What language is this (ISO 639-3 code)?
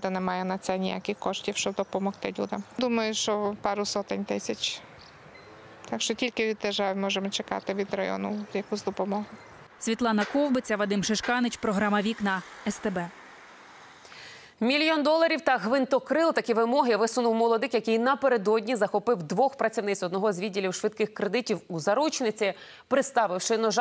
ukr